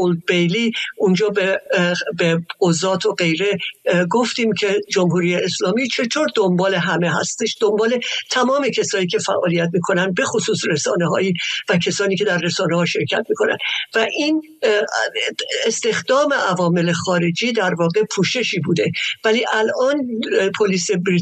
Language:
Persian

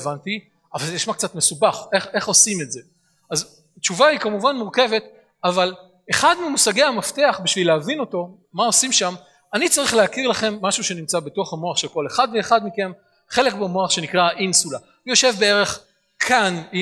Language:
Hebrew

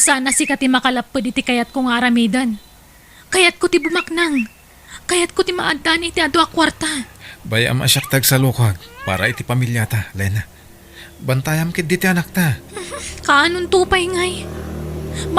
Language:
Iloko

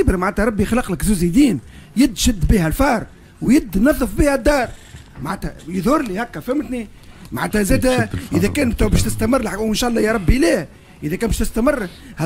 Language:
Tunisian Arabic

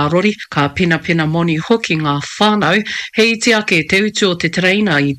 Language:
Māori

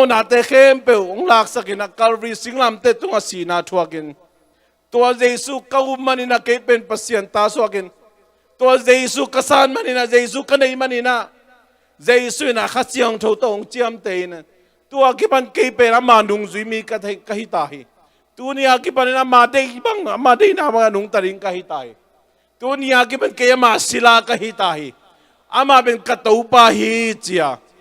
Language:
Tedim Chin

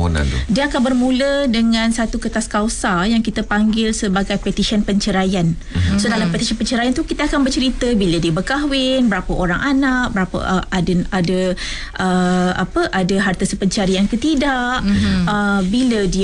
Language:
Malay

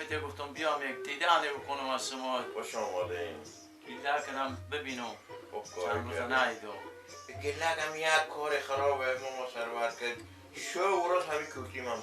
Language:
Persian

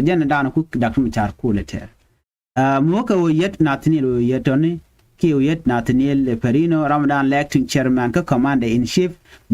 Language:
Nuer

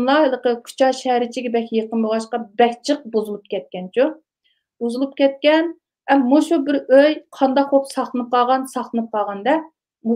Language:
Uyghur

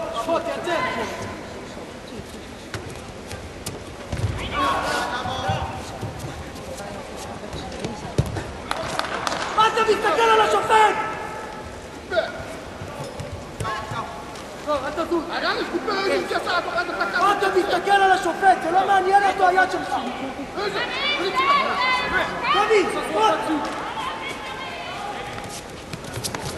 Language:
Hebrew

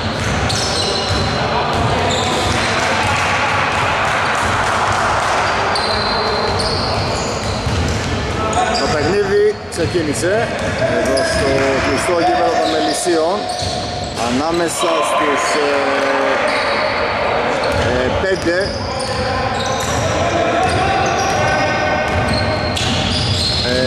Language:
Greek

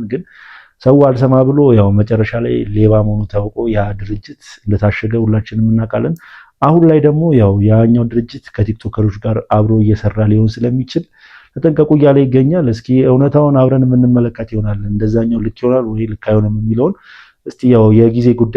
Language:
Amharic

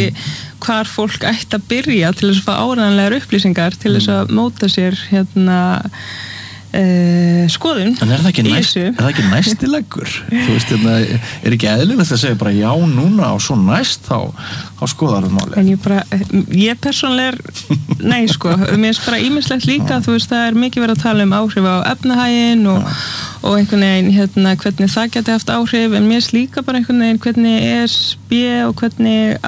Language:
Icelandic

